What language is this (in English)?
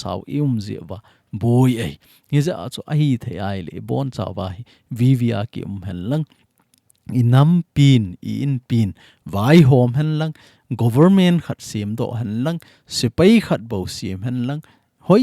Thado Chin